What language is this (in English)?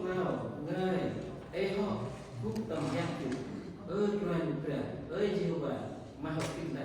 Central Mnong